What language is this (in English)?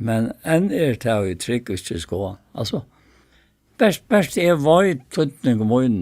Faroese